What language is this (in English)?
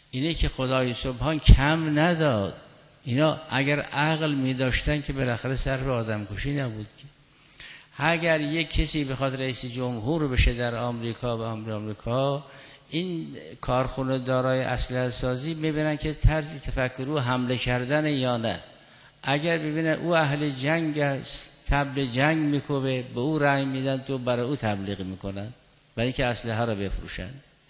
Persian